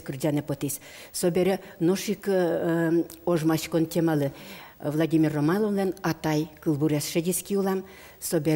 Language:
Udmurt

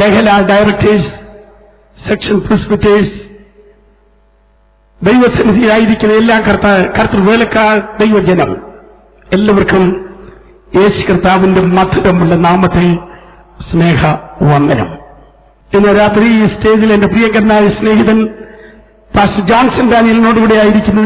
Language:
Malayalam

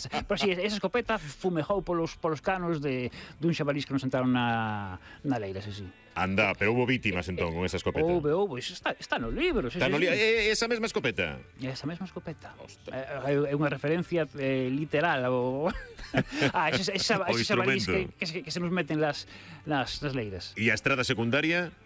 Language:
Galician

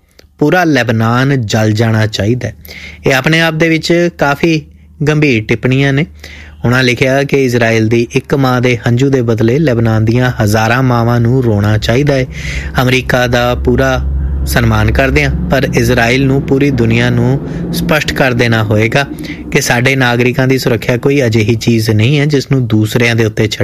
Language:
Punjabi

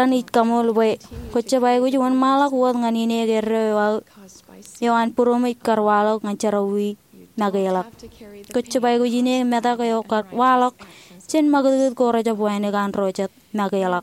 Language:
Marshallese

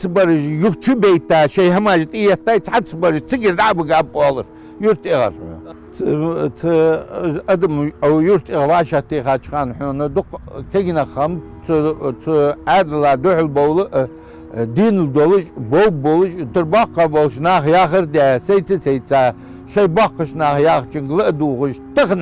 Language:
Ingush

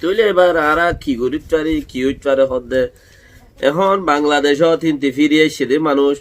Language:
Rohingya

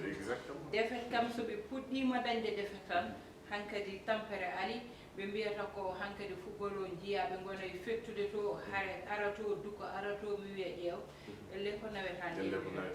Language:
Fula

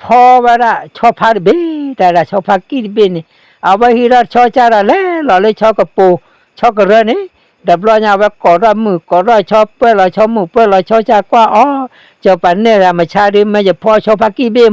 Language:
S'gaw Karen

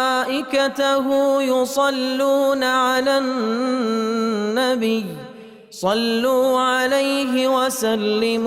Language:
Ingush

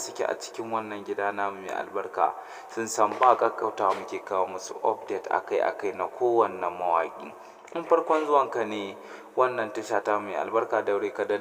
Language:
Hausa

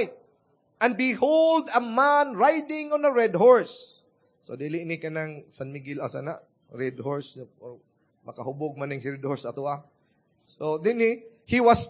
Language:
Cebuano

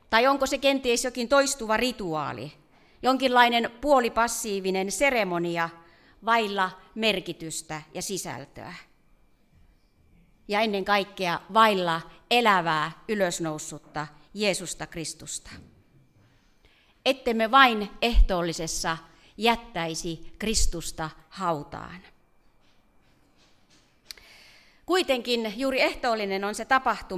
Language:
Finnish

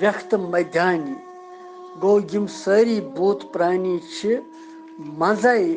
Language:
Kashmiri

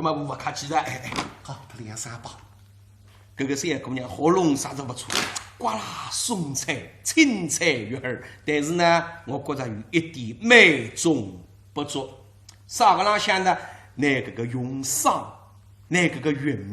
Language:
Wu Chinese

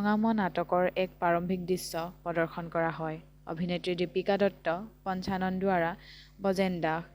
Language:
Assamese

